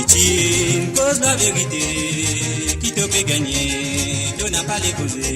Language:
Morisyen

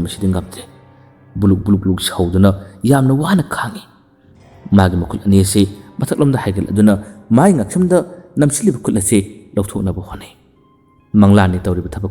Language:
Manipuri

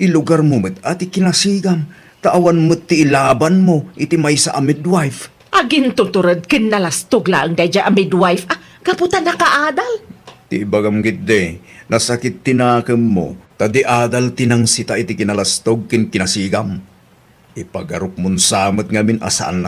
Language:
Iloko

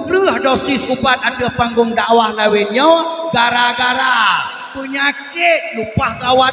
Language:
Achinese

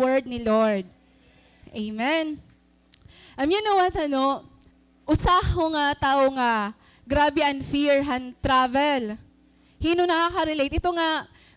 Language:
Waray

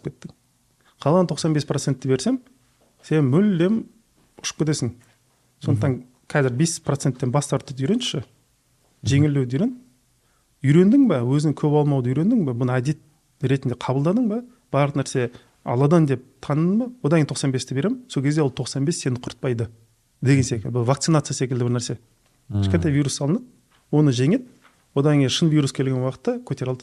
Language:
Kazakh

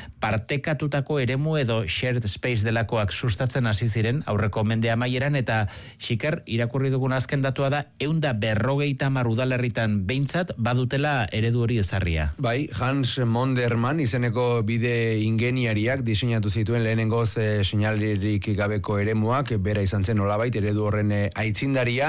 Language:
Basque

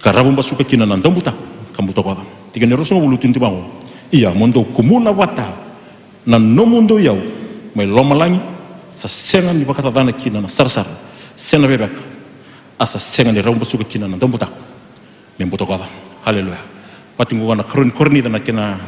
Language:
Fijian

